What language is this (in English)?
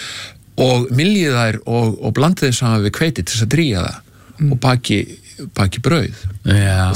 Icelandic